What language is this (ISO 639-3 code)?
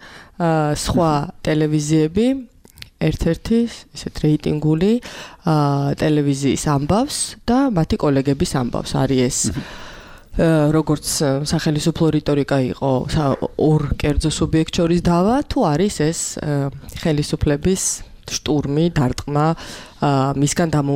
kat